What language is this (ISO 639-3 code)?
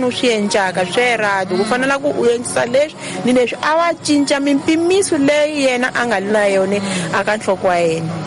tso